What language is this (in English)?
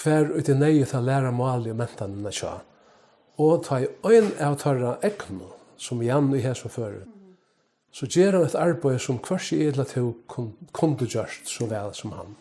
Faroese